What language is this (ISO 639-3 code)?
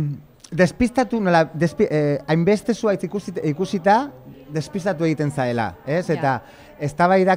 eus